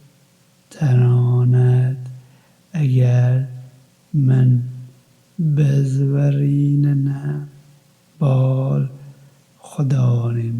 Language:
Kurdish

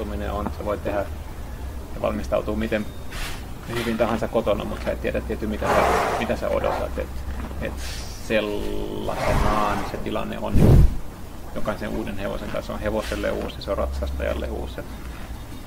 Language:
Finnish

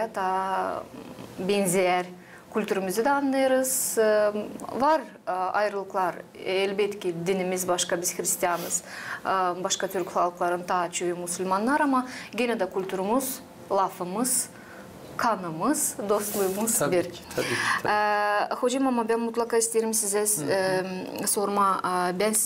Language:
Gagauz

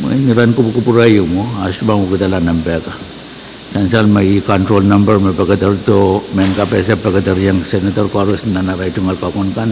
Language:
Pohnpeian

